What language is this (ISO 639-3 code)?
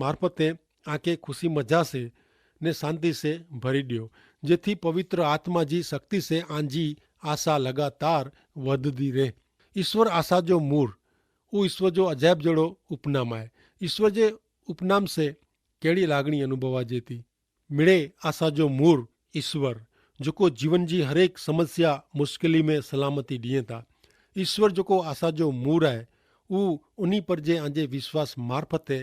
kfr